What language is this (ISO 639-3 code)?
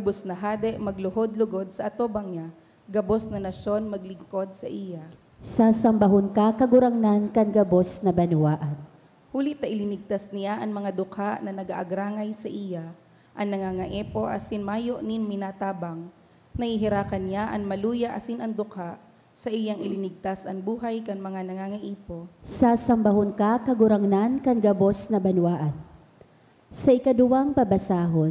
bik